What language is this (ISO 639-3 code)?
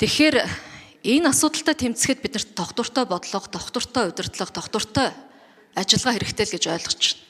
mon